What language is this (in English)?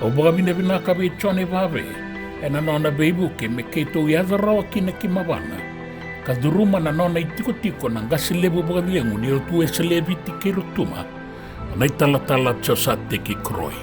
Fijian